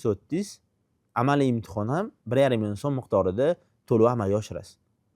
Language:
Uzbek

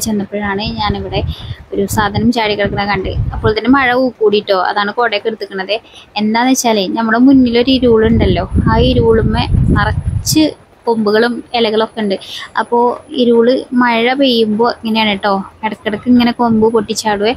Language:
Malayalam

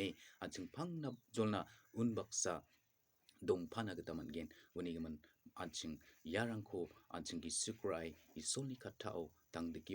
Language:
Garo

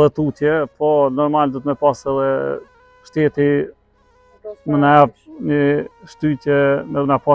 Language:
Albanian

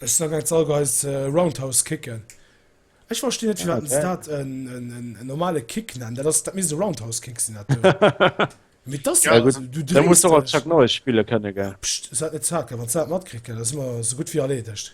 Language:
Luxembourgish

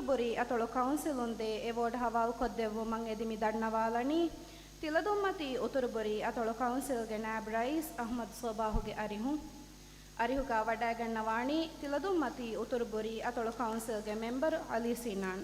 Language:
Divehi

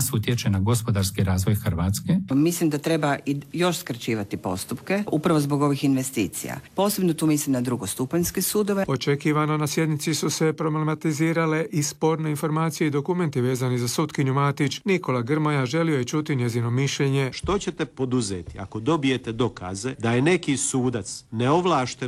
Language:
Croatian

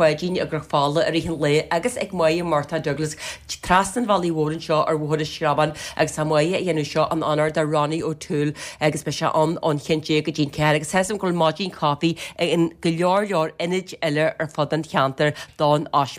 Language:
Irish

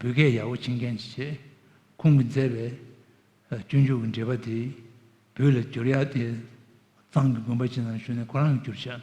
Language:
Tibetan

